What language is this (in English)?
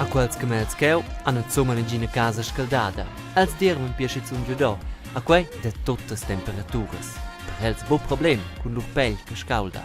Romansh